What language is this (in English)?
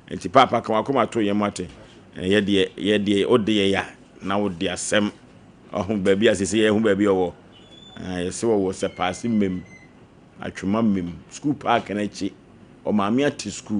Akan